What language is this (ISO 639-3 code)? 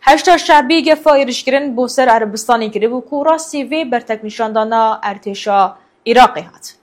kur